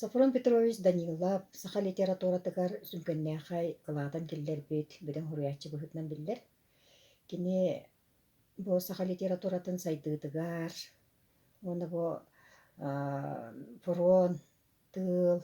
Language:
Yakut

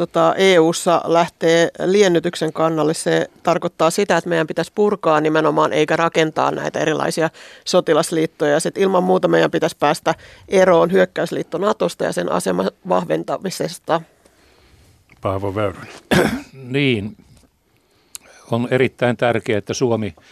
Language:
Finnish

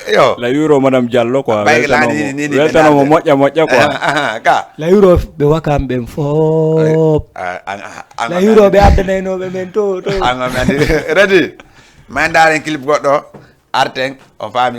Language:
Fula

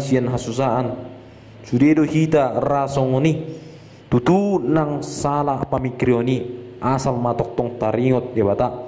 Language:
Batak Toba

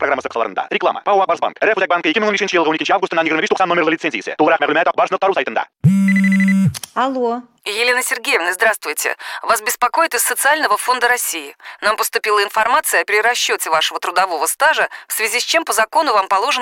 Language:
Tatar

